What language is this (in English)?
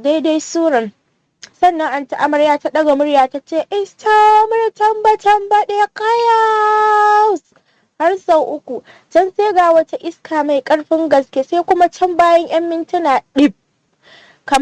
Hausa